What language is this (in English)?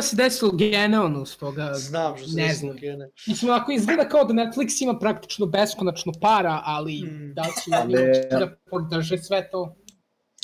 Serbian